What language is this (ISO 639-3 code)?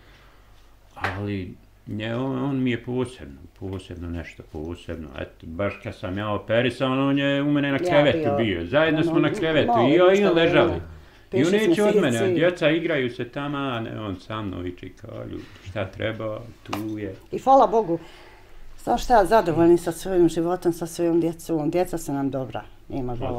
bos